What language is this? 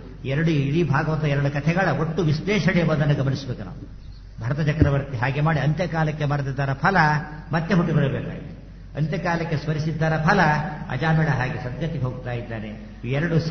Kannada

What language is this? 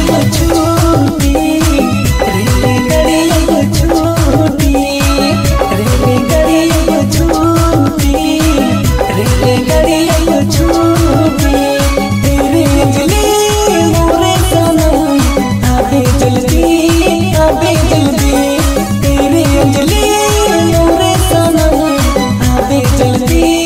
Bhojpuri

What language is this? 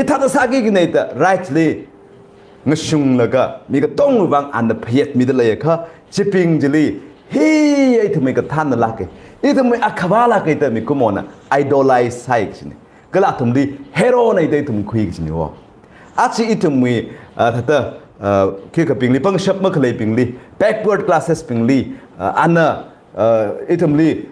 Tangkhul Naga (India)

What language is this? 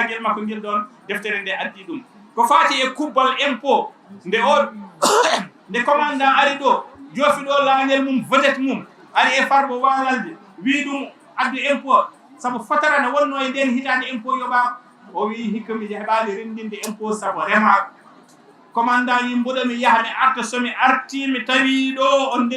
Fula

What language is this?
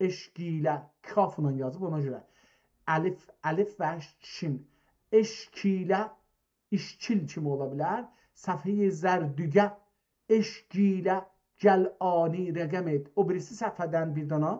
South Azerbaijani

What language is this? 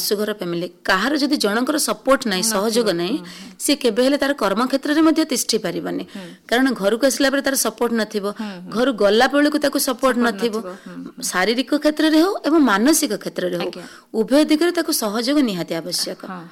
Odia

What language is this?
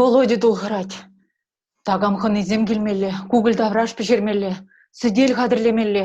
Chuvash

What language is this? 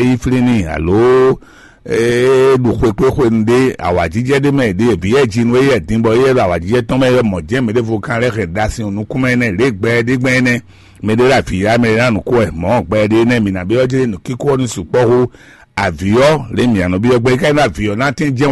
Fon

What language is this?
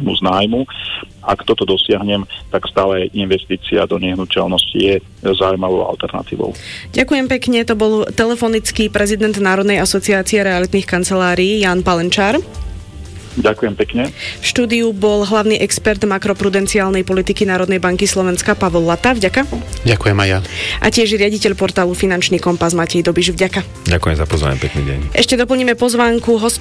Slovak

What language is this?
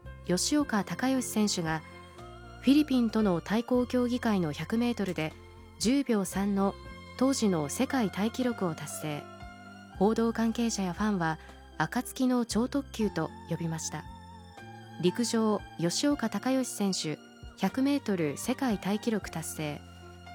Japanese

